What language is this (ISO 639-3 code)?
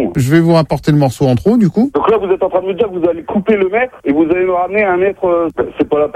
fra